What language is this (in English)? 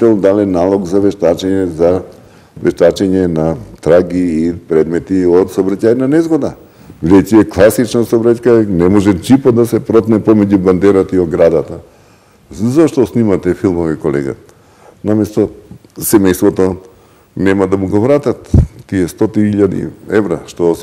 Macedonian